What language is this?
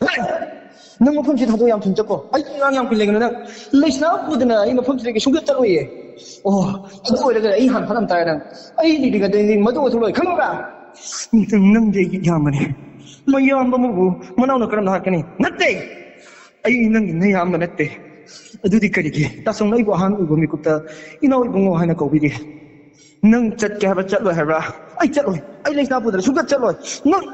Manipuri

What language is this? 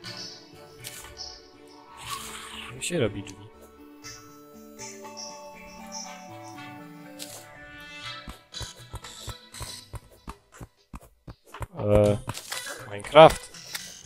Polish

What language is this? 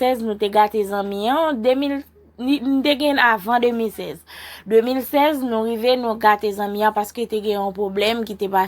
Haitian Creole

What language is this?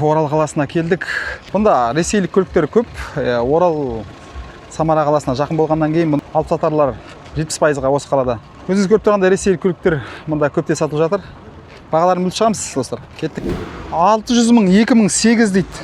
Kazakh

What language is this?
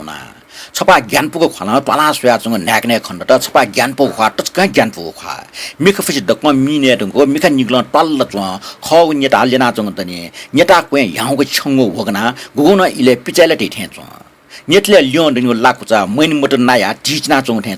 Newari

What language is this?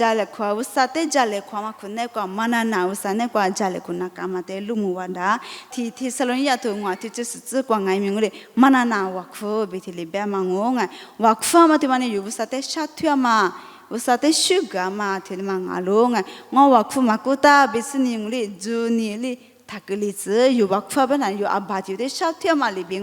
Lisu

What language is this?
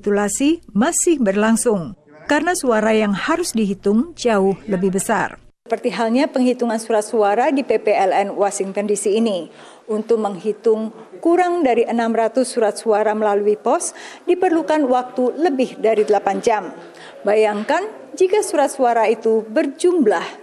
Indonesian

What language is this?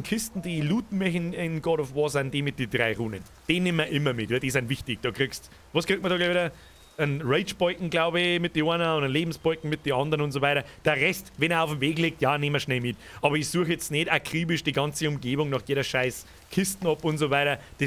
Bavarian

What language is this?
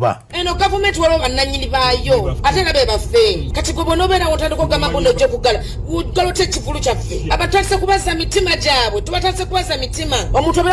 Ganda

